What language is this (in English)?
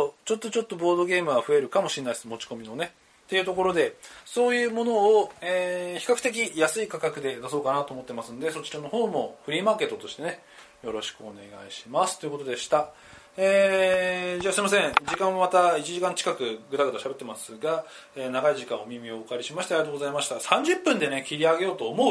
Japanese